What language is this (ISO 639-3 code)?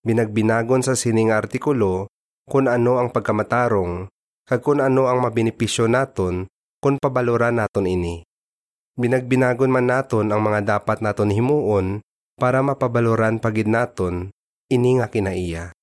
hil